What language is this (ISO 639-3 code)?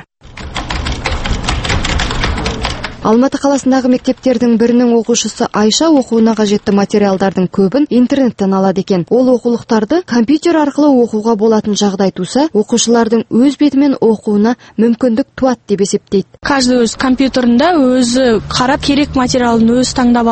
kaz